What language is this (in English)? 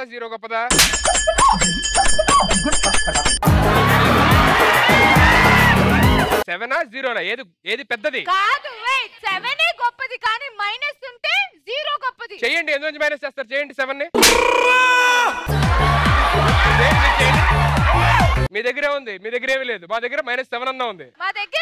Telugu